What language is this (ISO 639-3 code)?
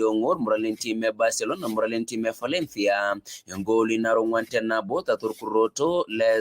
mas